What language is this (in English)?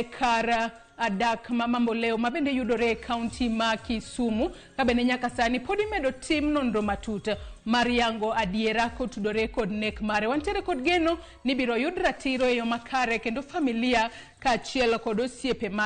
Luo (Kenya and Tanzania)